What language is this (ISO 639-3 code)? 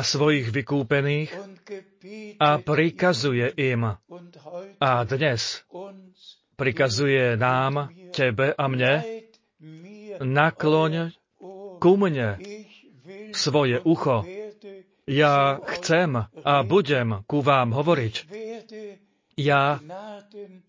slk